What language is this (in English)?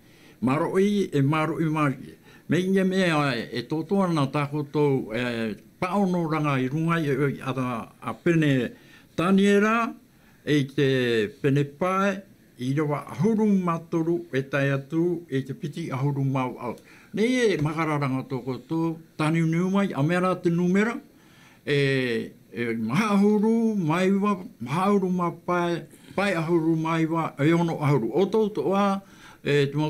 Tahitian